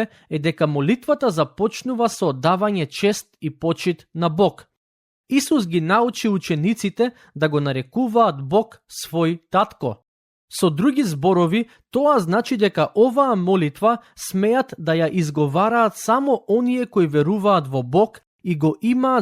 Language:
Macedonian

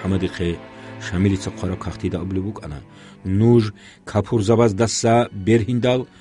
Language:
Avaric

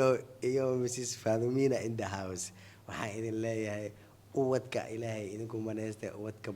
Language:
Somali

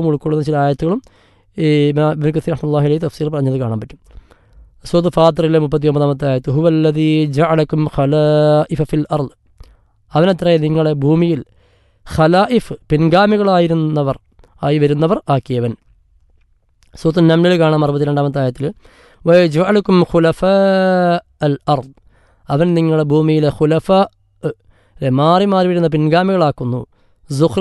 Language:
Malayalam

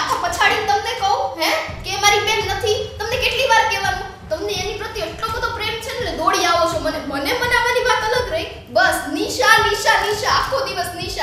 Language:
Gujarati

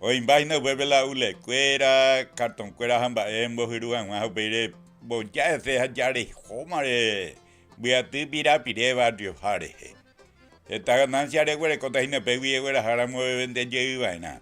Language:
Guarani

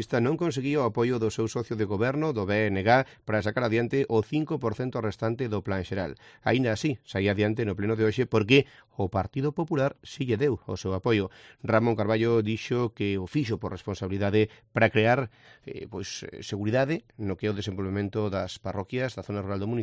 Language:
Galician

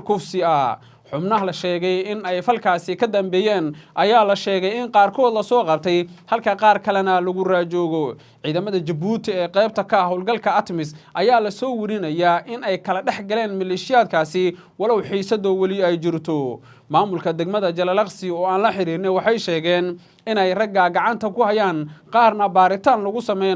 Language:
Somali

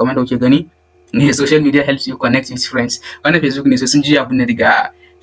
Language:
Hausa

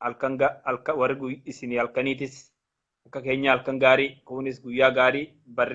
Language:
Oromo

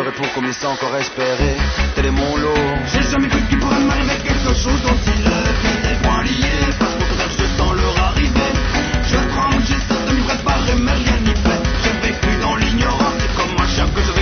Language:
French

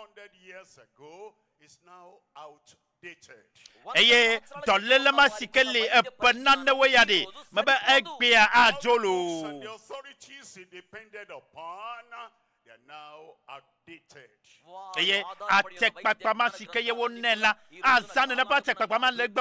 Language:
Ewe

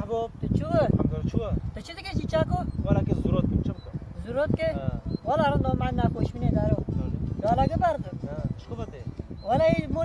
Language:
Kurdish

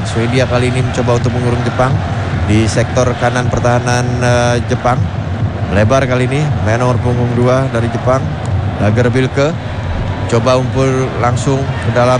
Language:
Indonesian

